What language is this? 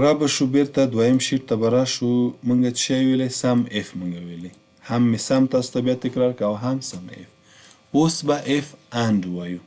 Pashto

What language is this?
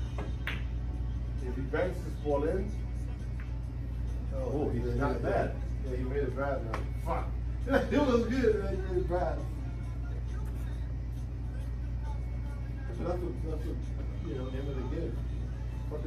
English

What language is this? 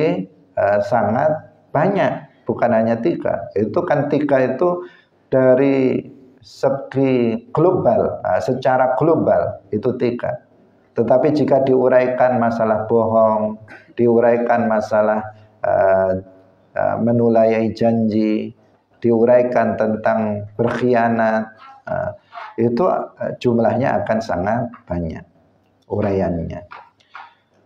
Indonesian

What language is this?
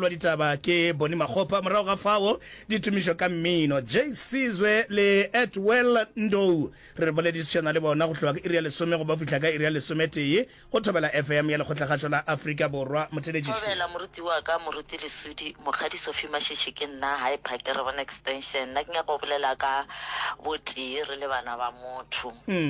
Northern Sotho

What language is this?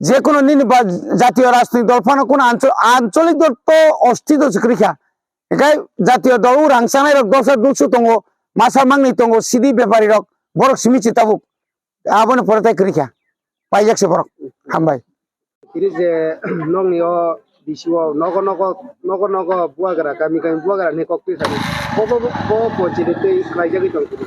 Kok Borok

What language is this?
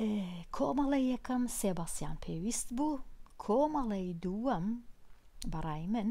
Central Kurdish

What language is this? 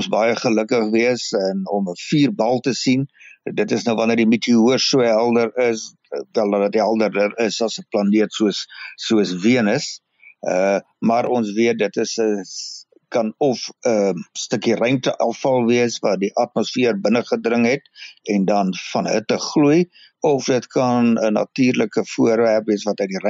Afrikaans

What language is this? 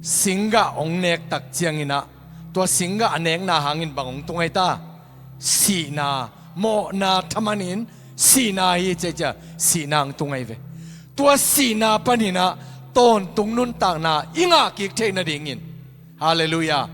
Tedim Chin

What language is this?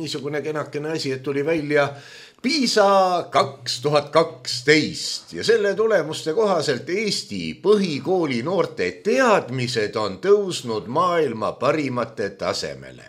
Estonian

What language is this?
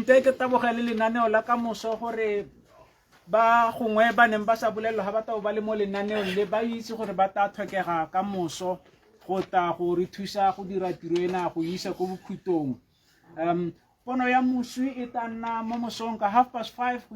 Tswana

